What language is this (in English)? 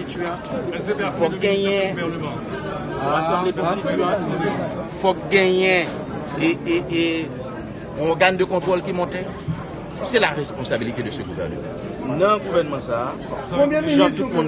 Haitian Creole